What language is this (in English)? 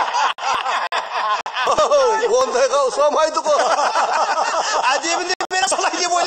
Kazakh